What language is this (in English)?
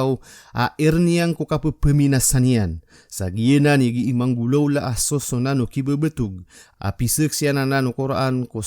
Maranao